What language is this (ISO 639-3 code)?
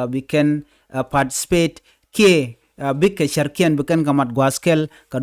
nus